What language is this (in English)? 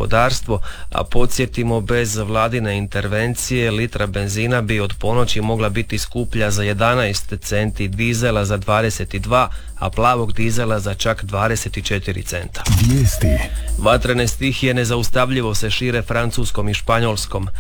Croatian